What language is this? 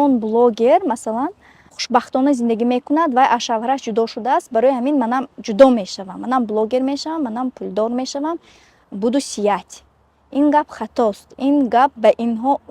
Tajik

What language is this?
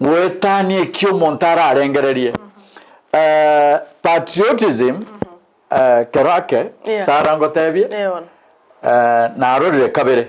Gusii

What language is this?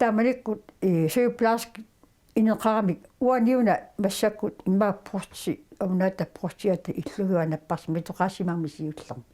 Kalaallisut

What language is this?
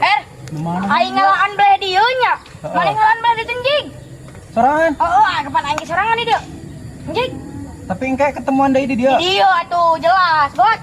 Sundanese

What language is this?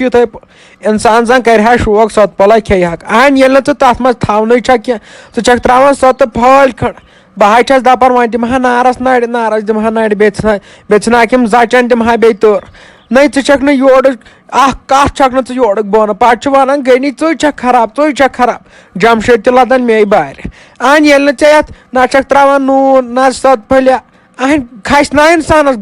Kashmiri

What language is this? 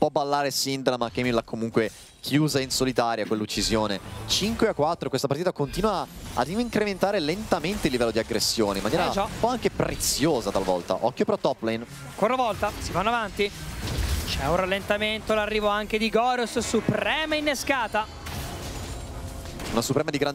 Italian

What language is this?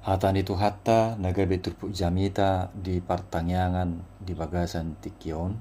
Batak Toba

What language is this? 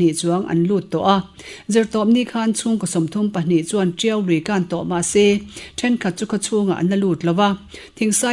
Mizo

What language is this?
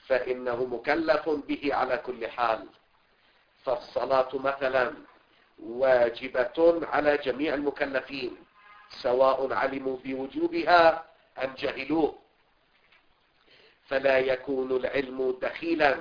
Arabic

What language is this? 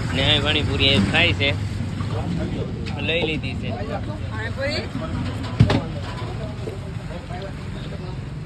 Gujarati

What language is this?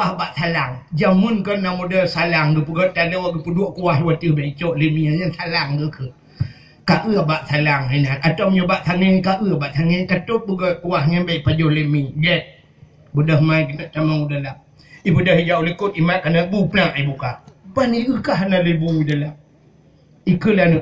Achinese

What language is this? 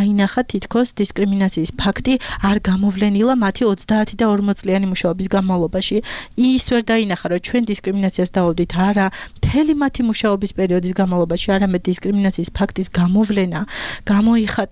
Georgian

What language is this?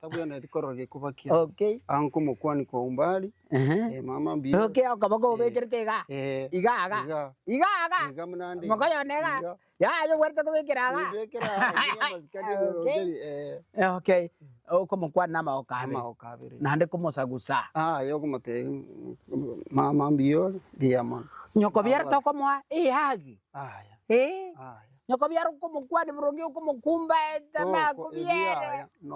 Gusii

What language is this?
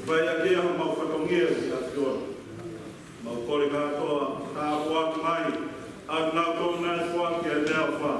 Tongan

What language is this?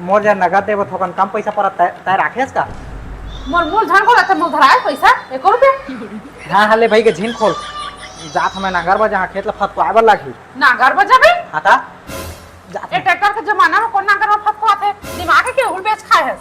Chhattisgarhi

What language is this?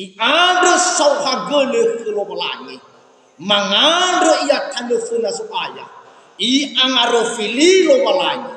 Nias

